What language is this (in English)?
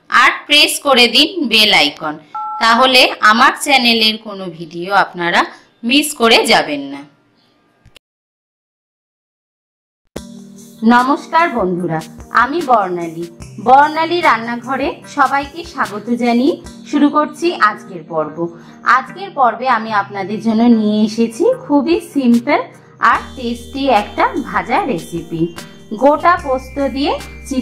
Bangla